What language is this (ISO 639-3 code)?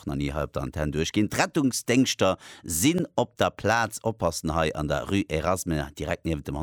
ltz